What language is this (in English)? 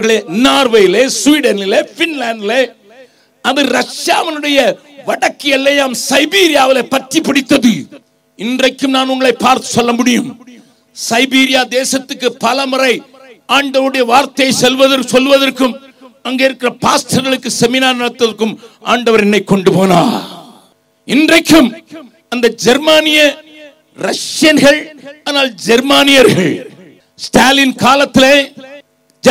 Tamil